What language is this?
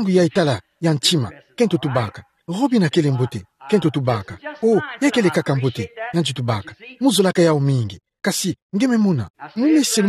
Kituba (Democratic Republic of Congo)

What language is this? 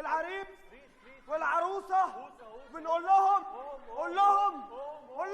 Egyptian Arabic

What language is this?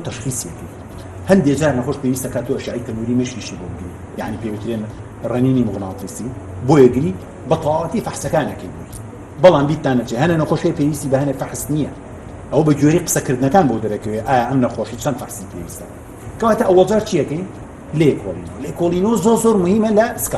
Central Kurdish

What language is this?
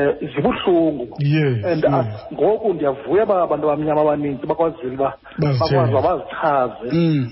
Xhosa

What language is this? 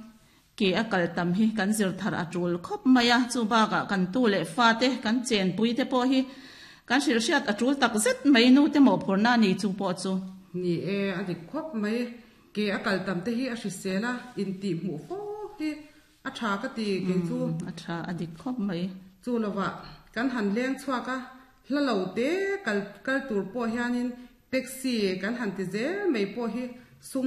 Mizo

